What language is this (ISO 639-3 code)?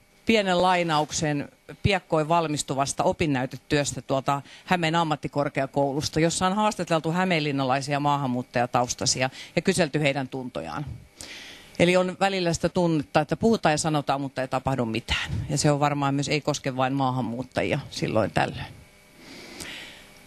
fin